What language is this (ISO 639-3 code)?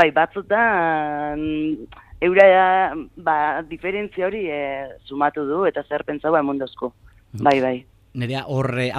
eus